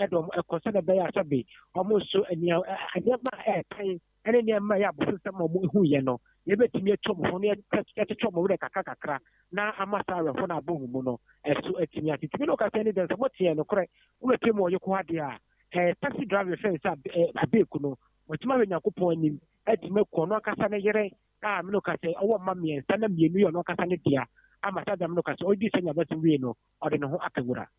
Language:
Akan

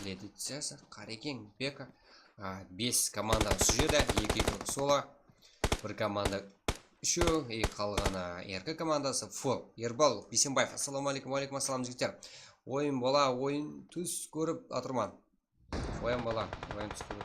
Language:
Kara-Kalpak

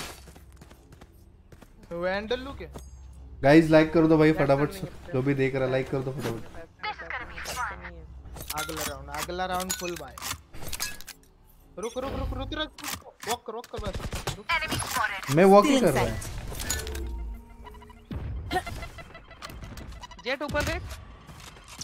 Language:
Hindi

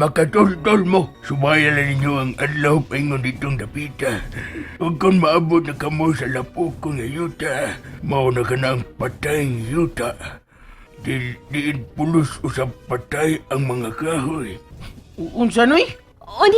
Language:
Cebuano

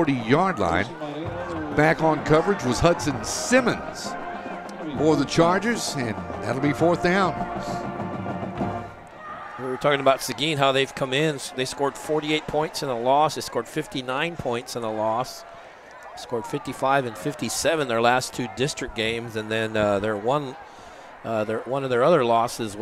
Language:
English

